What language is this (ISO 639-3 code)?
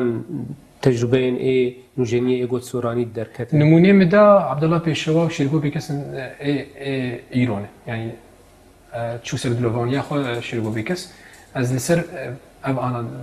kur